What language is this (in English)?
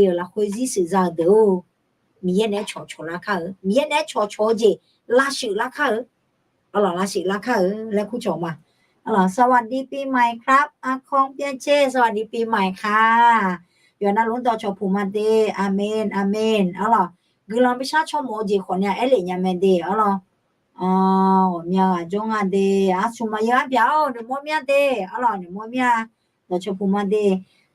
Akha